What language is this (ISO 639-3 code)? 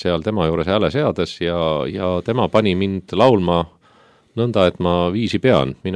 est